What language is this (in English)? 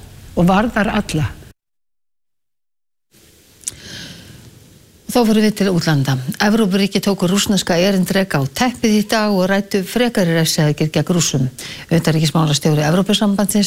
Icelandic